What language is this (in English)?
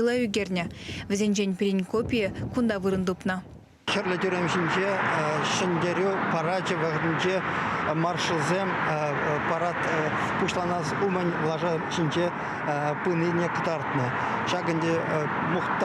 Chuvash